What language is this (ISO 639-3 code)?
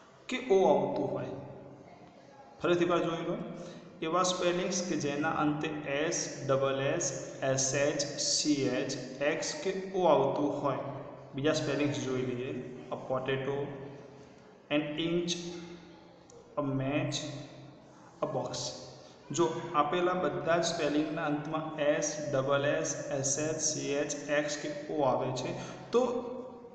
guj